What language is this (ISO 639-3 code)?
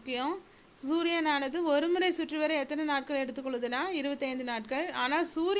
tam